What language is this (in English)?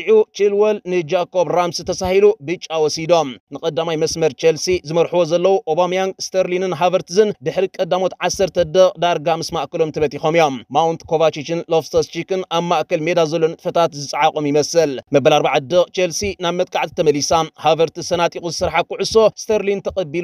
Tigrinya